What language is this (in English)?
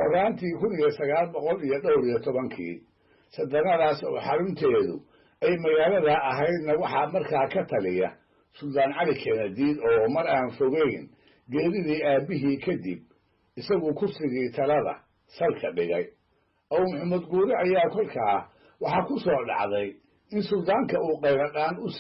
Somali